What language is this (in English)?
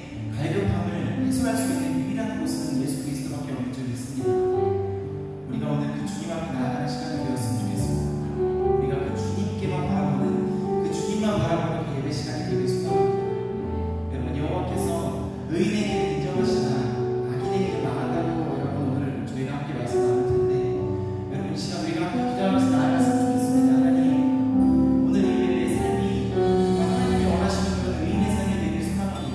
Korean